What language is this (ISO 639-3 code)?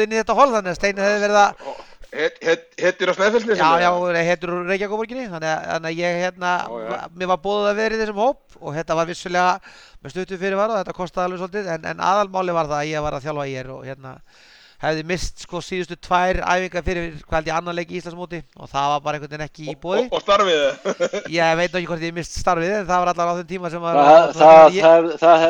isl